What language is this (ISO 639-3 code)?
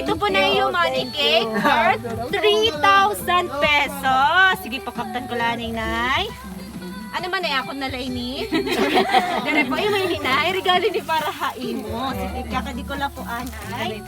war